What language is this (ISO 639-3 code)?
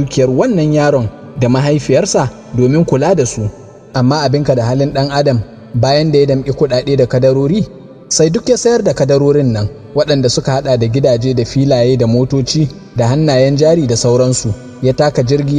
hau